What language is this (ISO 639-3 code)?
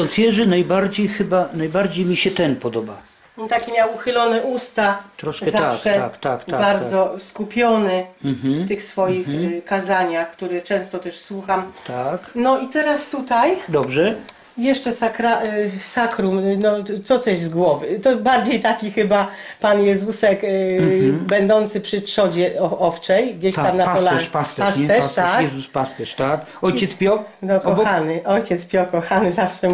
pol